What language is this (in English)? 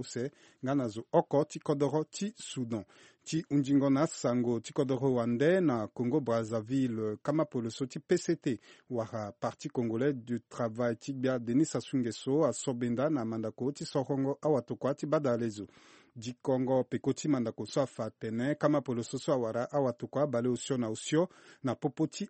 Sango